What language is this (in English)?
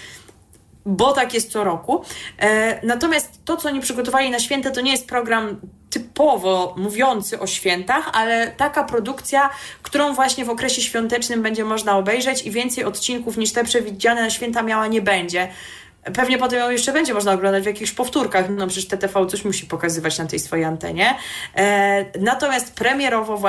Polish